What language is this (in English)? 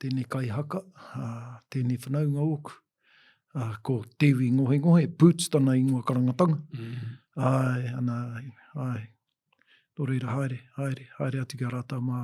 Māori